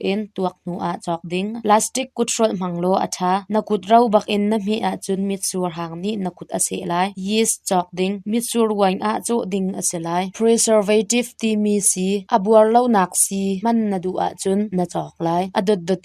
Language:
Hakha Chin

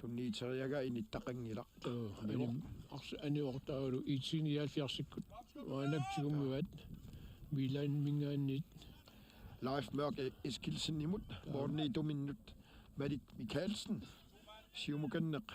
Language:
Kalaallisut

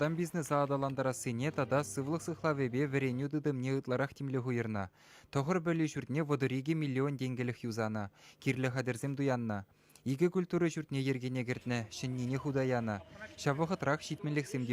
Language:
Chuvash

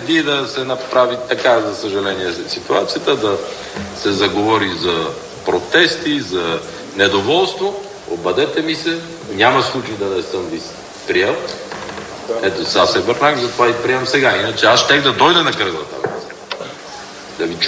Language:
Bulgarian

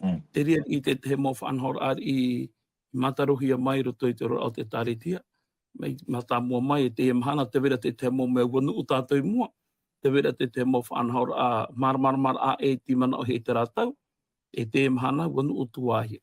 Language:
Tahitian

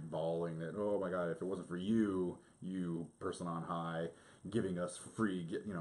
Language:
English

